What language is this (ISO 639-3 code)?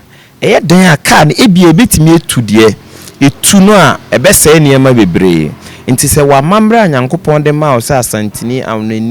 aka